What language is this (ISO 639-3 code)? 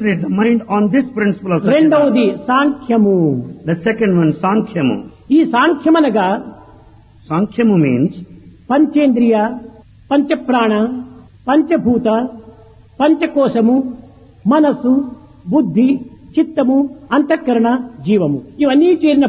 tel